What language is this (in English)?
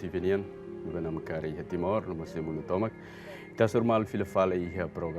Tetum